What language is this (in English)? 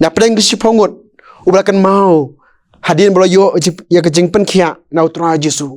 Khasi